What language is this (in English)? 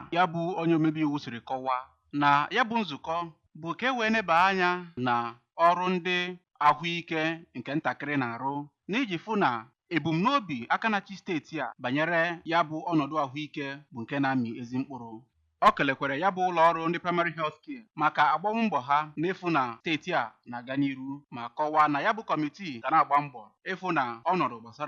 Igbo